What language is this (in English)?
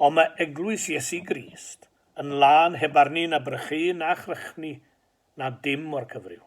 Welsh